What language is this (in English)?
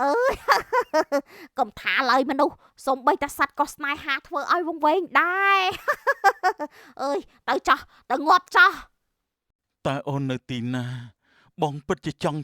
Khmer